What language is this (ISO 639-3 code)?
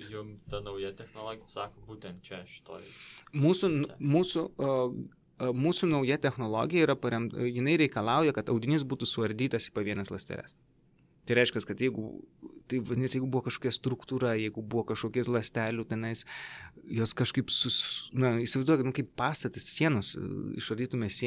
lit